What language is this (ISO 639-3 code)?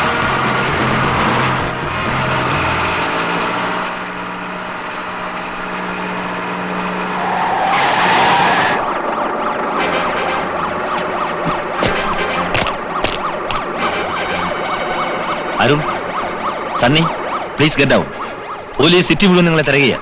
mal